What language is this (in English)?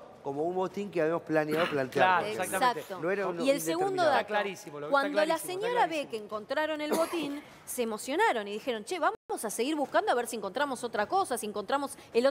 Spanish